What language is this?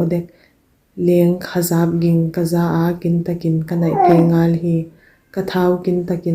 Paite Chin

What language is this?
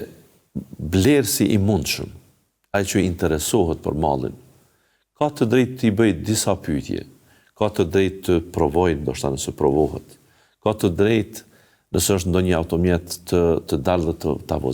Albanian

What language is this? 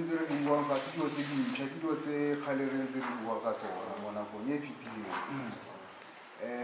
Tswana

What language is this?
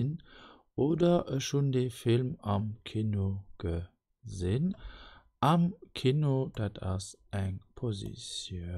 Luxembourgish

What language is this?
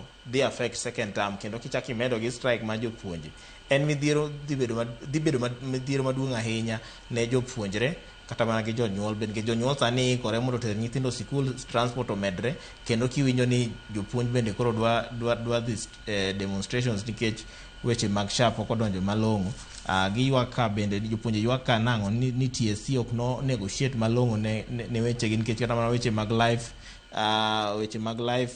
Luo (Kenya and Tanzania)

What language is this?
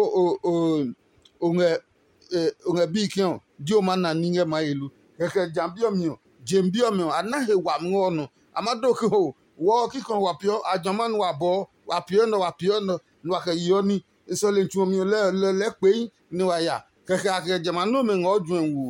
Adangme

